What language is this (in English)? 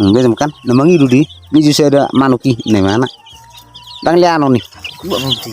Batak Toba